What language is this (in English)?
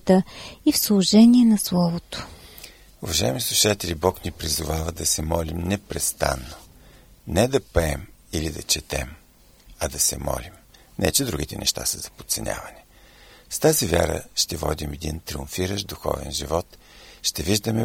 Bulgarian